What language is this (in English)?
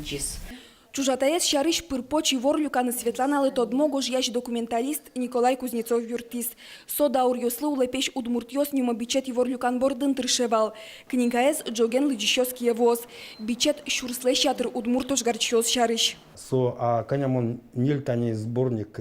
Udmurt